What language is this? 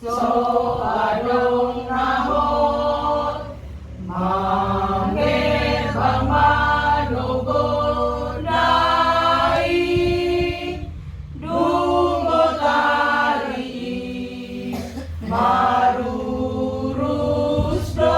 Batak Toba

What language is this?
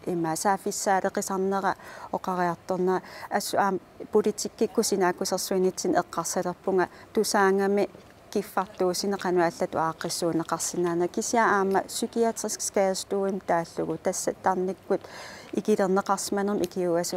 Kalaallisut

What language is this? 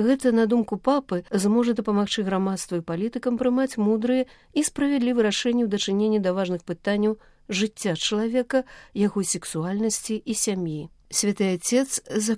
Belarusian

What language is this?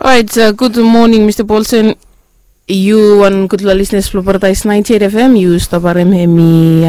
Bislama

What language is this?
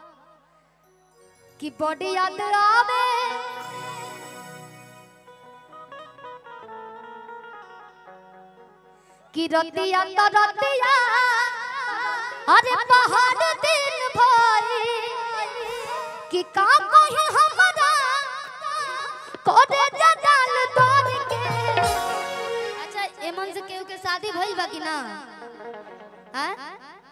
Bhojpuri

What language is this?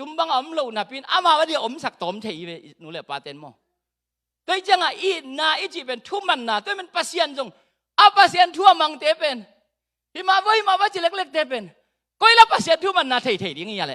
Tedim Chin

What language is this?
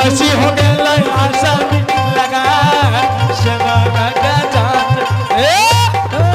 Angika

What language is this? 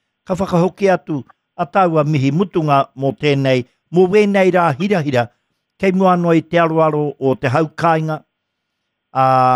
Māori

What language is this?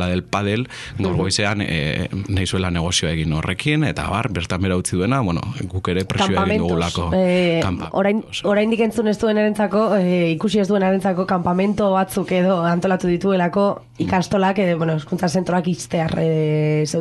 Basque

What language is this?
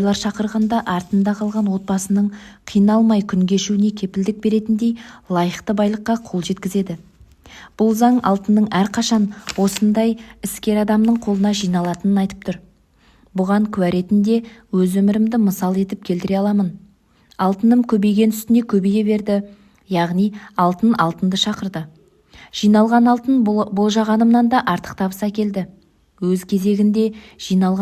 Kazakh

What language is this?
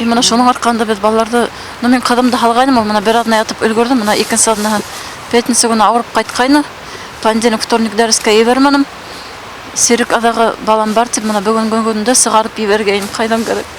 Bashkir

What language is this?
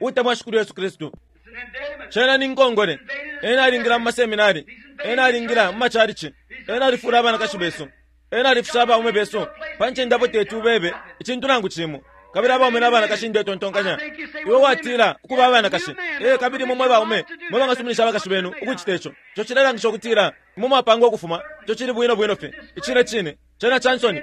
Bemba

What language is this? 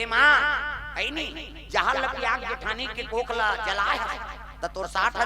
Chhattisgarhi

